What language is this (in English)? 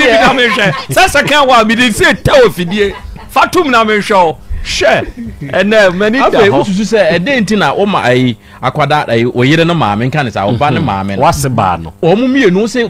Akan